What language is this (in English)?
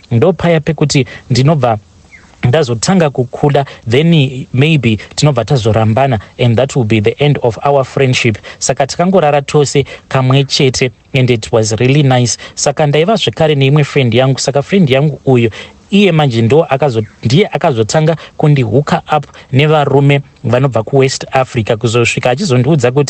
Shona